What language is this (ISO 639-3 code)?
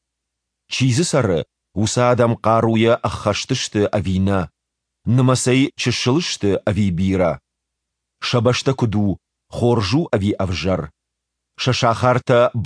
oss